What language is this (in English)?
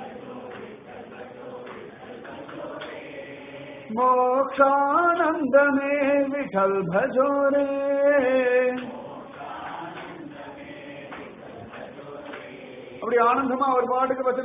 Tamil